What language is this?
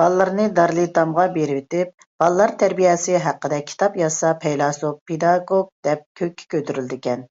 Uyghur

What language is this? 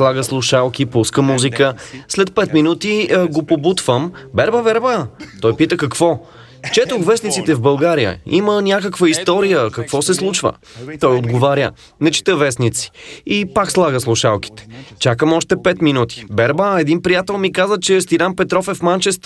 Bulgarian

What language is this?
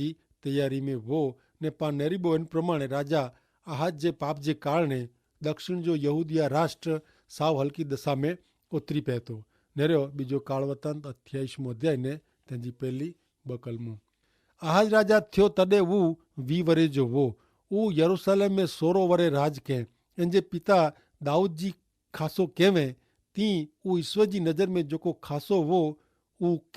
Kachhi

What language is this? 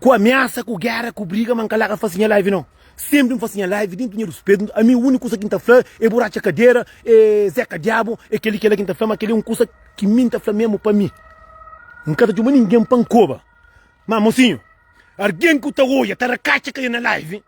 Kabuverdianu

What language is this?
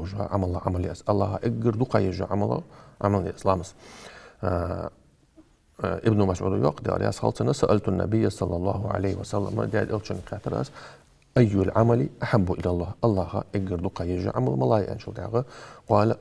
Ingush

